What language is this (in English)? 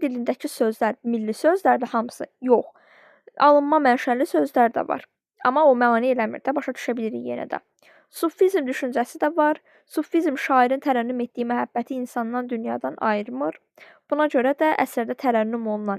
Azerbaijani